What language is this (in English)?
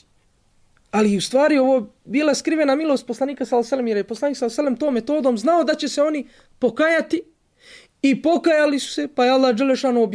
Bosnian